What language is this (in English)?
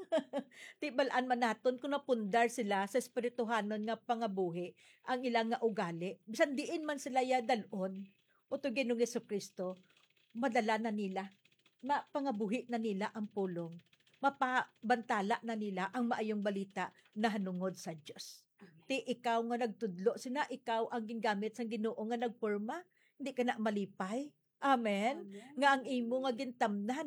Hiligaynon